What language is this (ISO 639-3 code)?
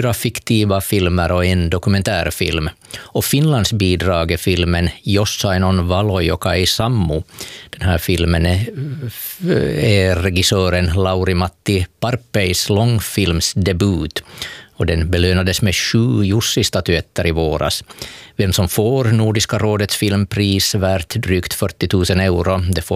swe